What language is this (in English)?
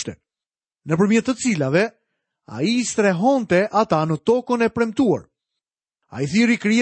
Albanian